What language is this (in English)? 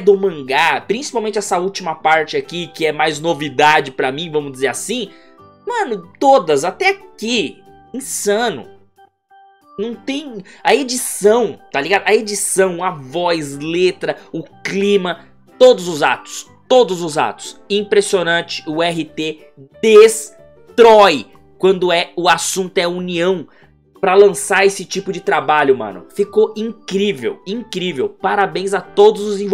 Portuguese